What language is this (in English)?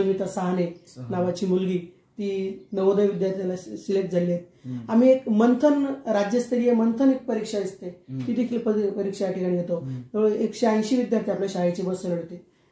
Marathi